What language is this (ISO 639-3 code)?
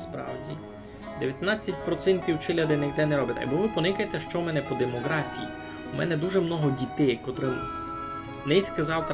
rue